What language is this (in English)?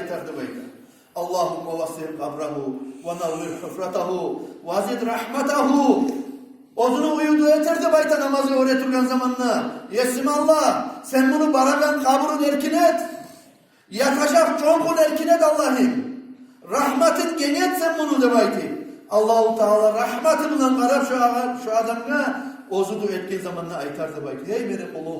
Kumyk